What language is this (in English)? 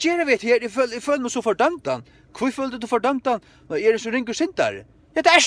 Faroese